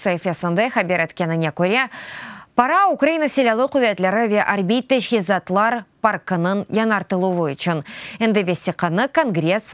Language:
Crimean Tatar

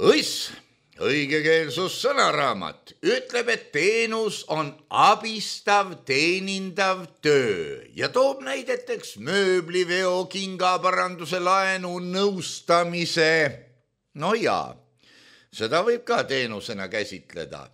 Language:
Estonian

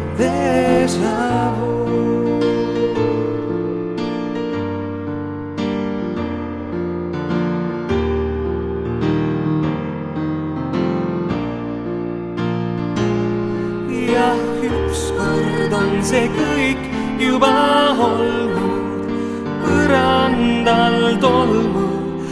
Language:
Estonian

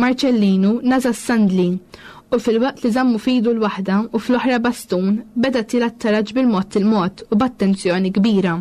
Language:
Maltese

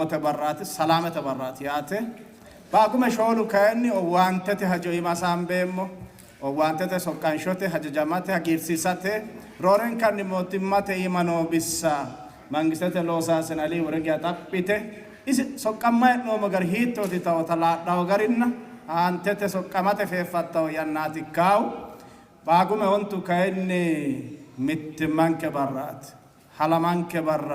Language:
Sidamo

